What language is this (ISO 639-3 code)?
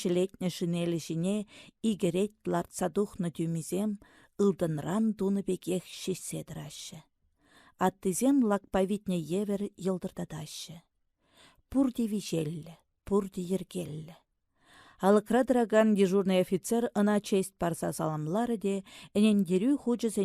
chv